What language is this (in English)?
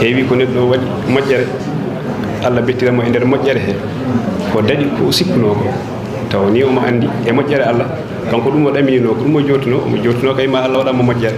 Fula